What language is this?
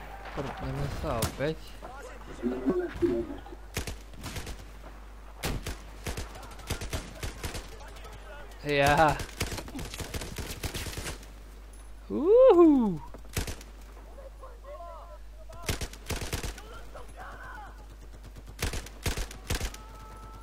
Slovak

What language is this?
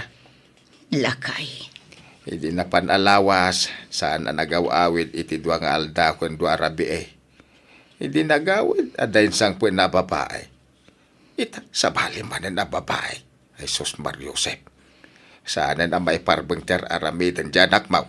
Iloko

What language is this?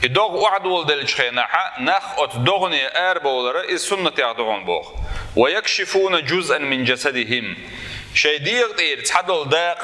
Chechen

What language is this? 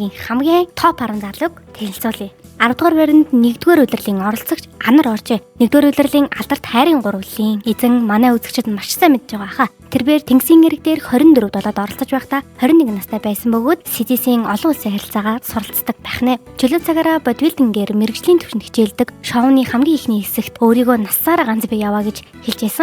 Mongolian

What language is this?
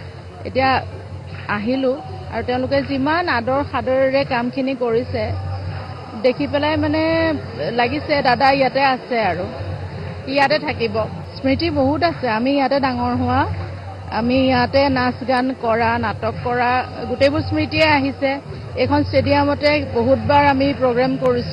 Assamese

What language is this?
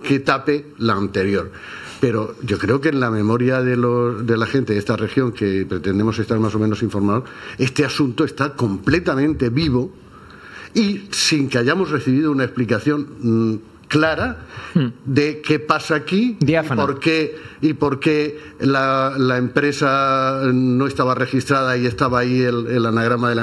Spanish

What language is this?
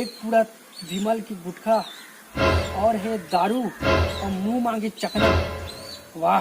Chhattisgarhi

